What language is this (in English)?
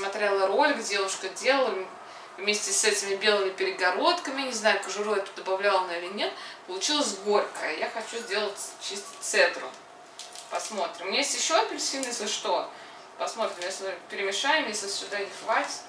Russian